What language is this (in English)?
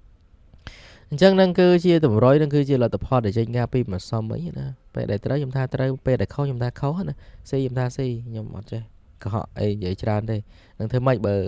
Khmer